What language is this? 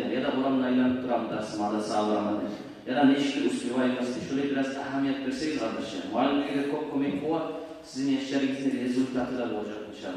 Kumyk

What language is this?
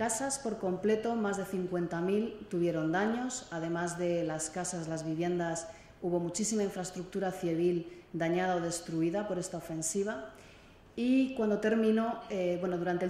Spanish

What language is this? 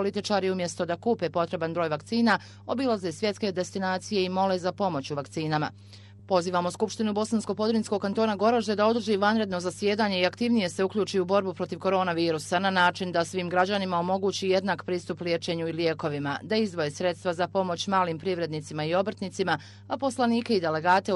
Bosnian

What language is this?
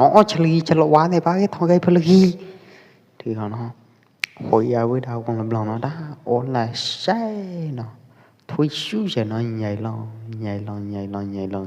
Pwo Eastern Karen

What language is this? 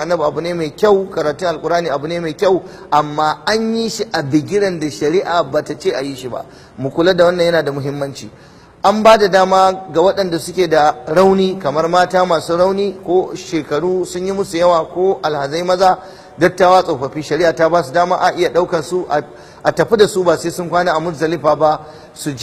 Hausa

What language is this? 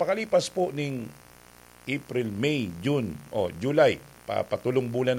Bikol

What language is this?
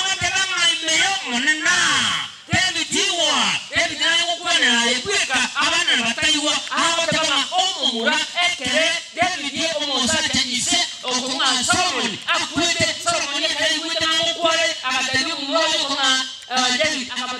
Gusii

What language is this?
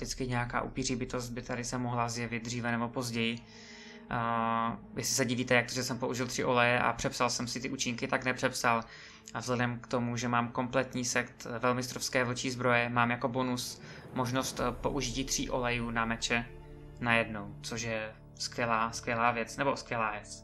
Czech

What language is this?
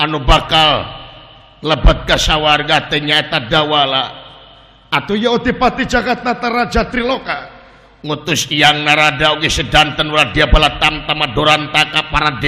Sundanese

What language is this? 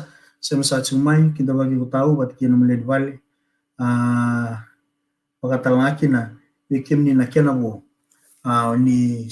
Fijian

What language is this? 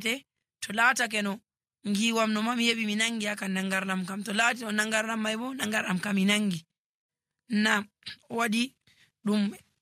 Nigerian Fulfulde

